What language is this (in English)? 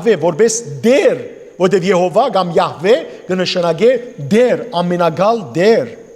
Western Armenian